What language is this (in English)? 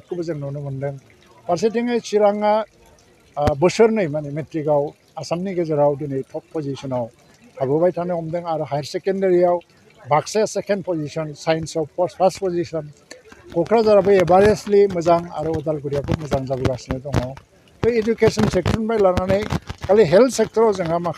Bodo